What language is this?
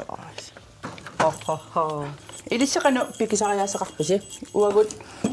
Kalaallisut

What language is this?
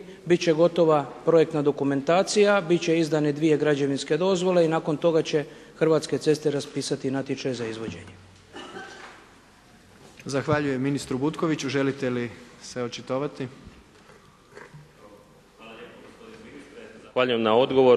Croatian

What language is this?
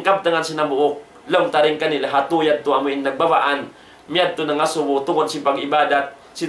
Tausug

